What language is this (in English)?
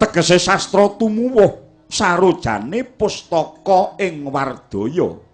Javanese